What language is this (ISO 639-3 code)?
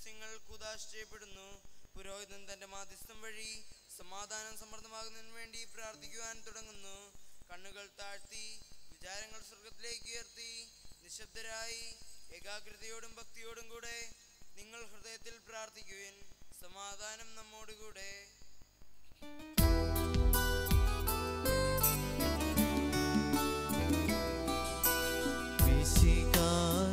mal